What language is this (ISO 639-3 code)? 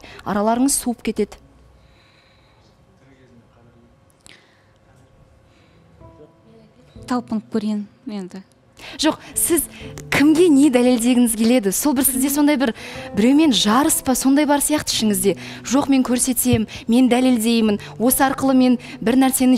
kaz